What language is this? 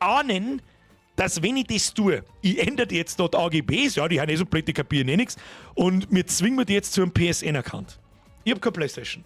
Bavarian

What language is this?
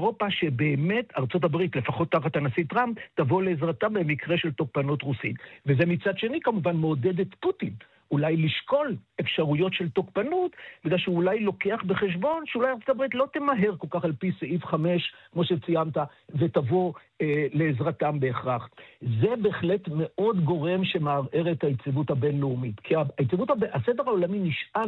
Hebrew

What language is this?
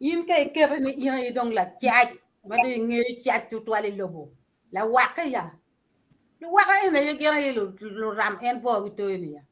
Acoli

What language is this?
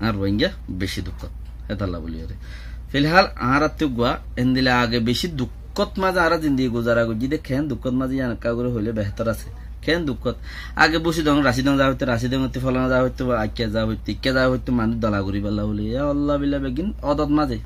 Rohingya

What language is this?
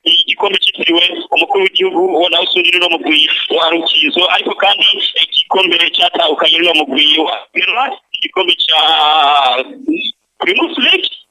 Rundi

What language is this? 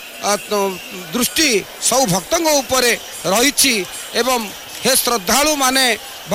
Odia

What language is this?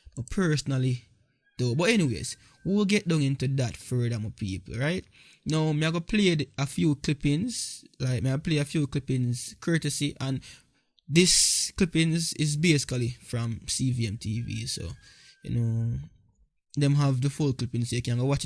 Jamaican Creole English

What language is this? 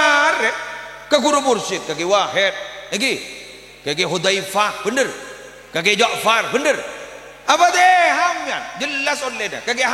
Madurese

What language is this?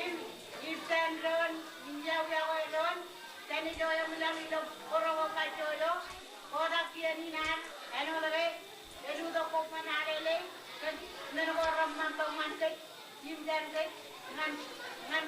Marshallese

